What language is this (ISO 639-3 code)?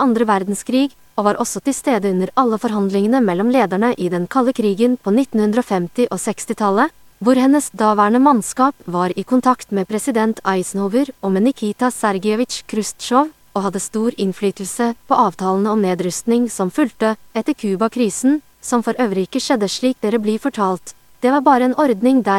nor